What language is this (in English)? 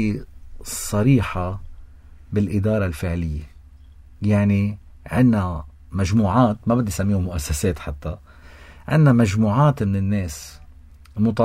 North Levantine Arabic